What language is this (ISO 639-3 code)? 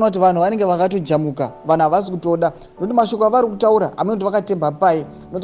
sna